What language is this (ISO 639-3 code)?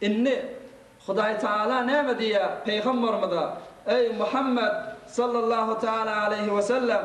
tuk